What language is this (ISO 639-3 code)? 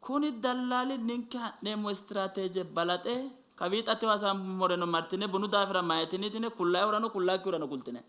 sid